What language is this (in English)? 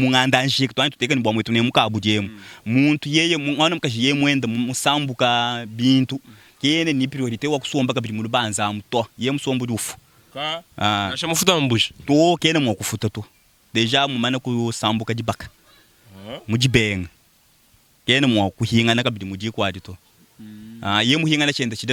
Luba-Lulua